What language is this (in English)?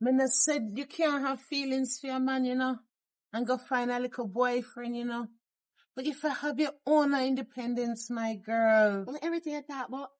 Jamaican Creole English